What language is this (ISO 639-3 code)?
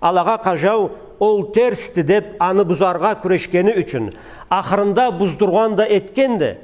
krc